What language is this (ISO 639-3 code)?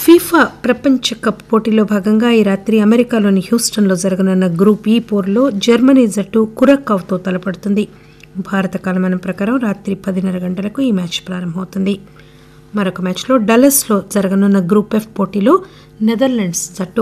tel